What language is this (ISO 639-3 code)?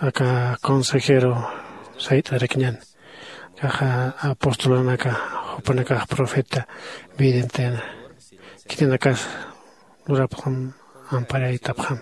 aym